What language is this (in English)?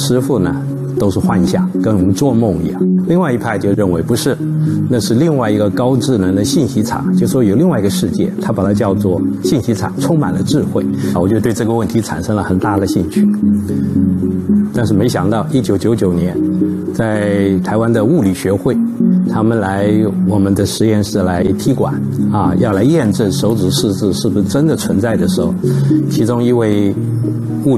Chinese